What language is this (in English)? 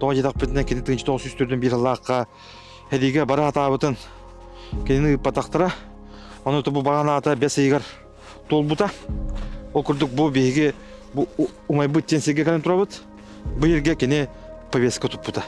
Yakut